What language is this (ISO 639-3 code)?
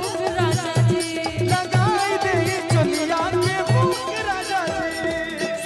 bho